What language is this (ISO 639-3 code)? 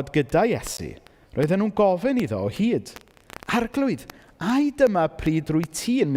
cym